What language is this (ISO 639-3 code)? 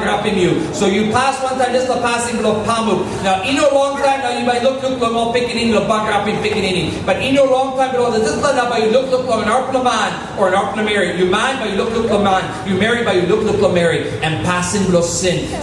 tpi